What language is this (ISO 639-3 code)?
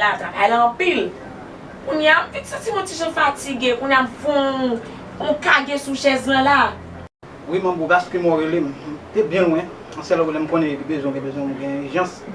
hat